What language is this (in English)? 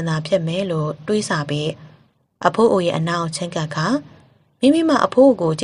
Burmese